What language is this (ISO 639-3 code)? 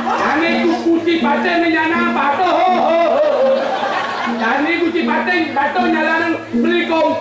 ban